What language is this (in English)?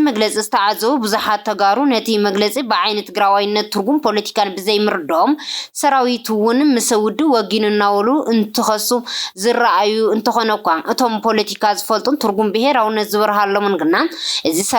Tigrinya